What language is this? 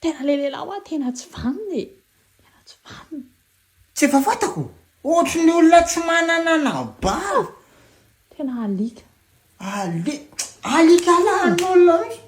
Malagasy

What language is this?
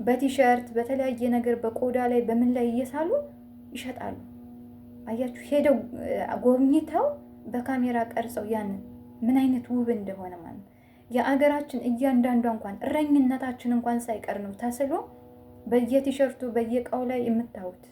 Amharic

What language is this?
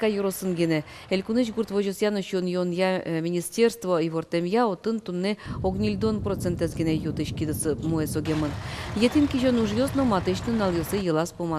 Udmurt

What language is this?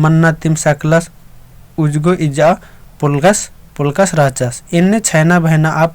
Kurukh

